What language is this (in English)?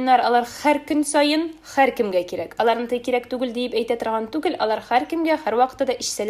Tatar